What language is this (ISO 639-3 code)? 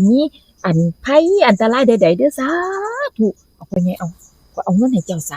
lao